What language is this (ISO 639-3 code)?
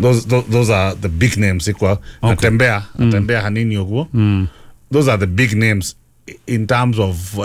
kik